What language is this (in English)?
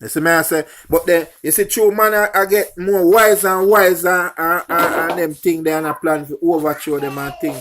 Jamaican Creole English